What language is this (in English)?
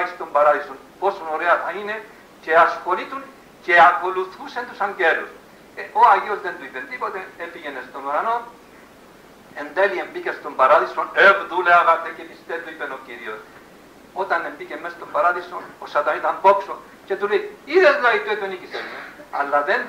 Greek